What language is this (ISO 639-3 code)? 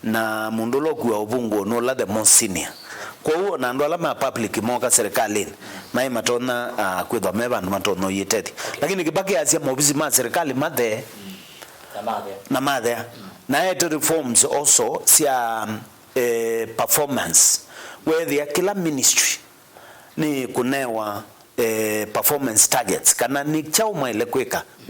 kam